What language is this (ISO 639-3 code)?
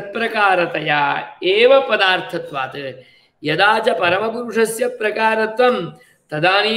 san